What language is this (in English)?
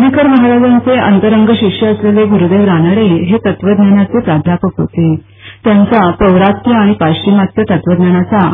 Marathi